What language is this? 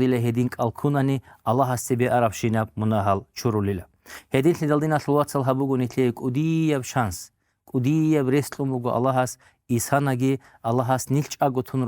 Avaric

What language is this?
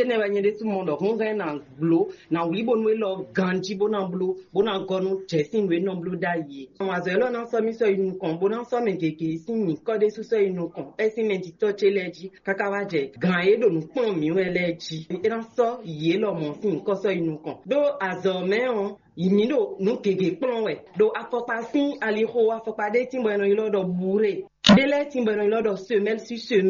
Fon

